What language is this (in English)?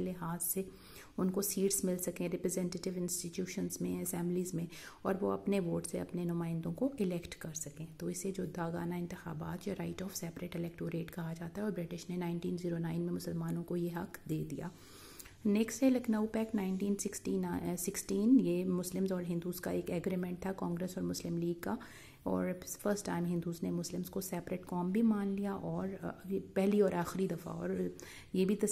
Urdu